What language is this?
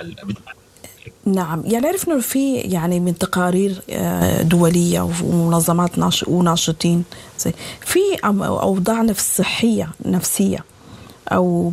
Sudanese Arabic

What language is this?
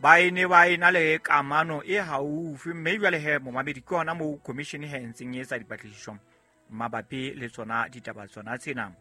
Southern Sotho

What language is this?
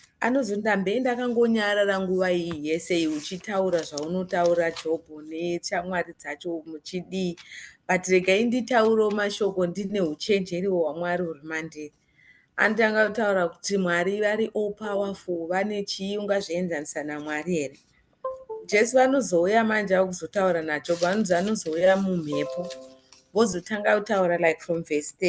Shona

